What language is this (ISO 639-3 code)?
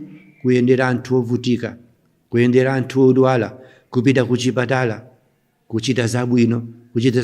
nya